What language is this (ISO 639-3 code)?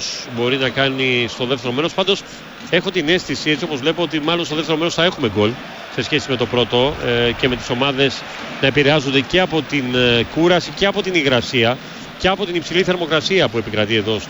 ell